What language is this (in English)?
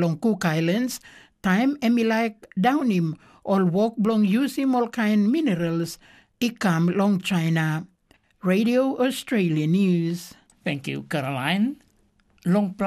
Tok Pisin